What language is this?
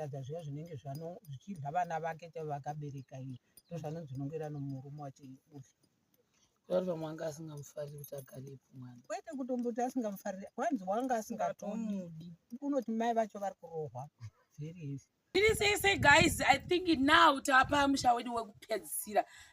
Shona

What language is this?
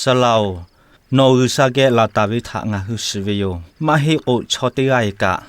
Lahu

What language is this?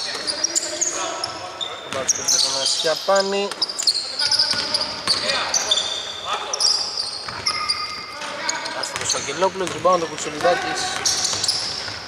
Greek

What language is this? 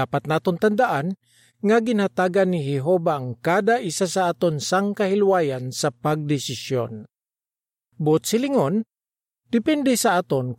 Hiligaynon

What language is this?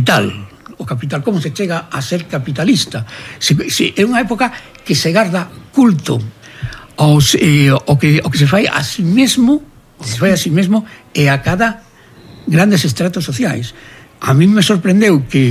Galician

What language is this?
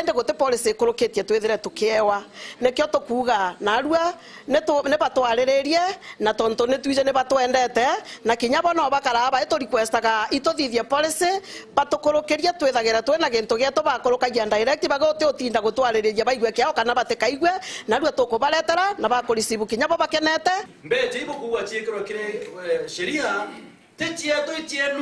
Meru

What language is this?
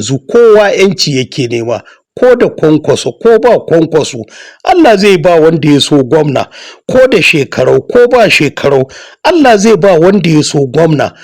Hausa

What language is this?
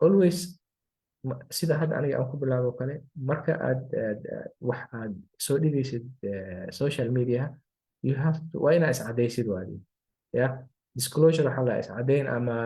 Somali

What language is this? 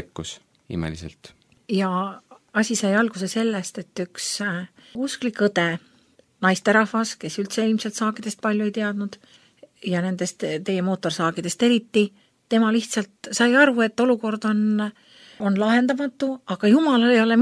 Estonian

